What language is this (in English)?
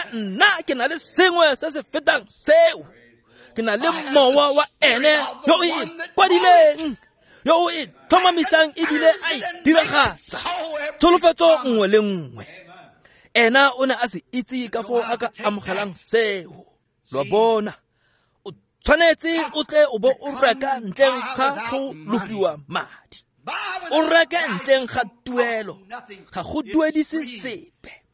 Tswana